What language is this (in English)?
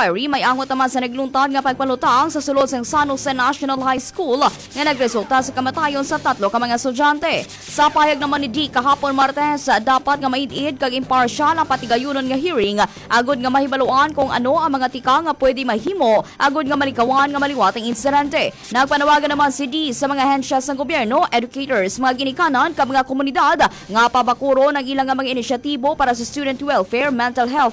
Hiligaynon